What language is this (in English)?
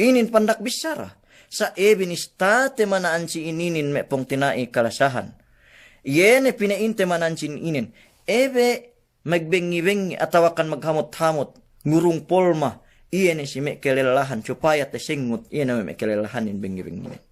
Yakan